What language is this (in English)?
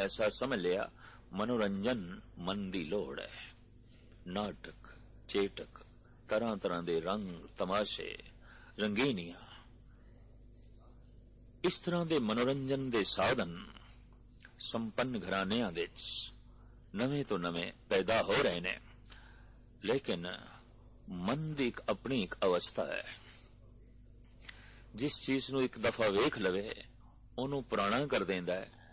Punjabi